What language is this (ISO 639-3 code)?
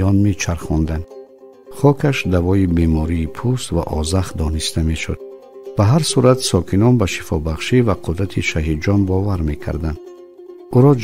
tgk